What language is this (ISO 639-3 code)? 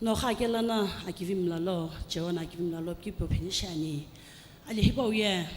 nsm